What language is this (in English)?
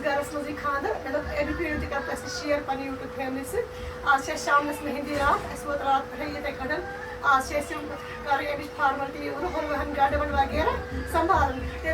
Kashmiri